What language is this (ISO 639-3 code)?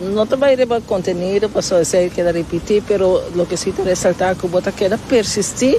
pap